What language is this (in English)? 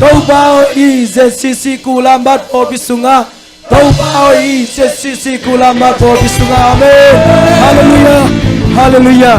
Tedim Chin